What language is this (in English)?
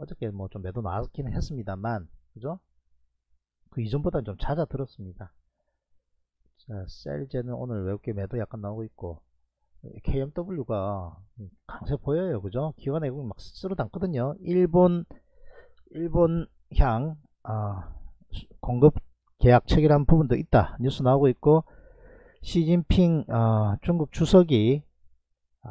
Korean